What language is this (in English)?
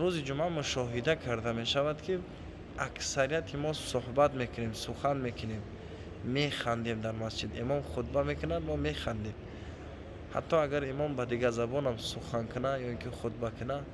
Tajik